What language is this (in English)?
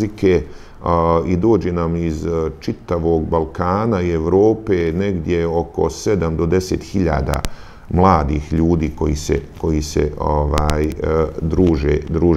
Bosnian